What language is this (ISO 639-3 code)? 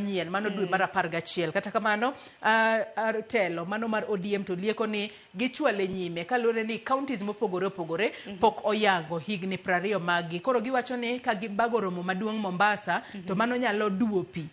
luo